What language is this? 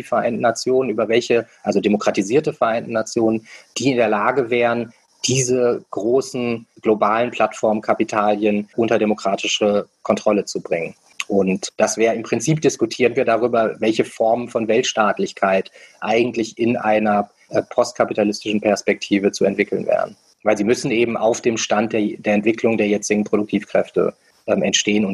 German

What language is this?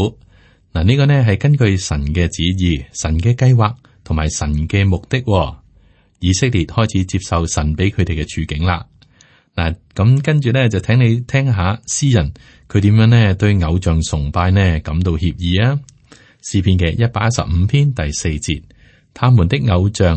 Cantonese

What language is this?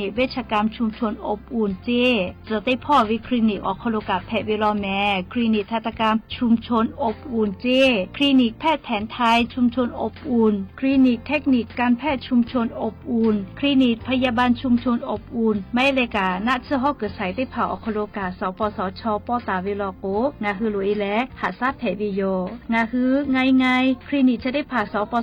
Lahu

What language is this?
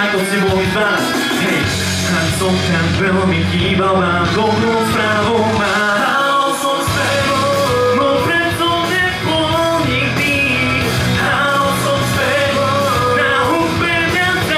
Slovak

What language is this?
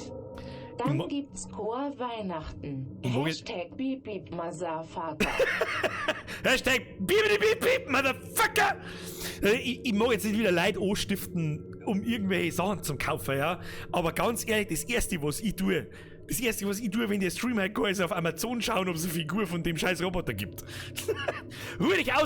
Bavarian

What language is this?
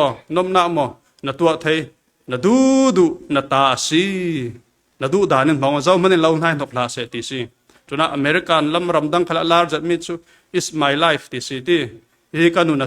Falam Chin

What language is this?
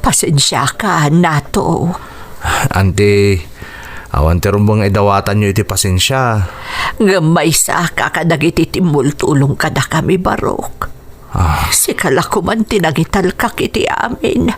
Iloko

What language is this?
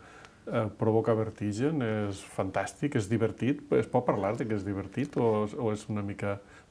Catalan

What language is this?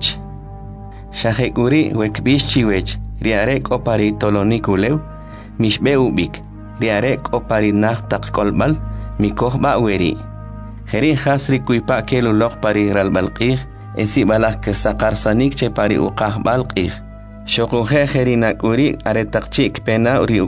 Kʼicheʼ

